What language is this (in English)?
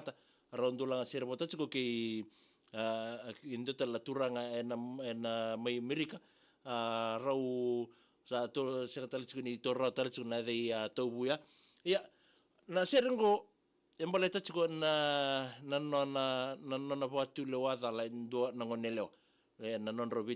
Fijian